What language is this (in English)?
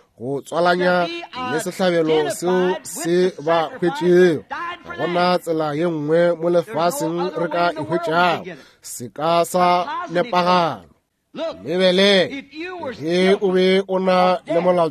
Northern Sotho